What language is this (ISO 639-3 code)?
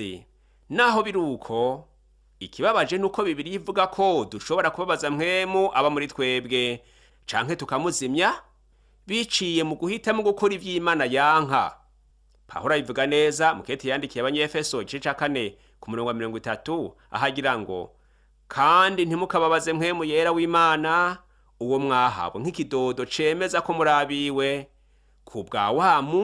run